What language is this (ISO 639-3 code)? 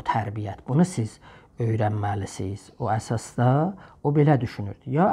azb